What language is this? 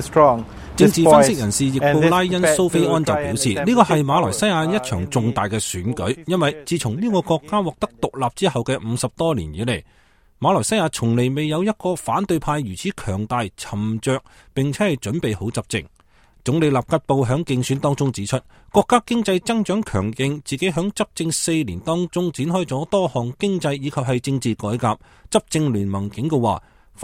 Cantonese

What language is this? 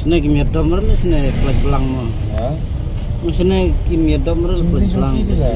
Khasi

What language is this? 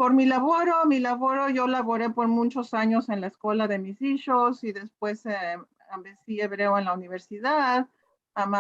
Ladino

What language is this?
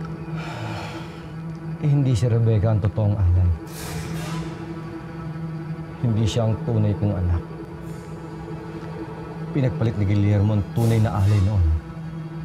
Filipino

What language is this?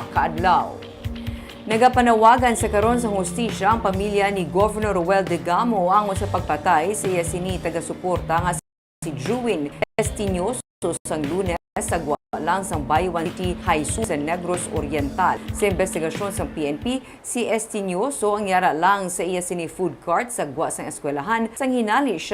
Hiligaynon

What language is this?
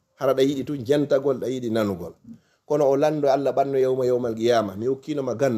Fula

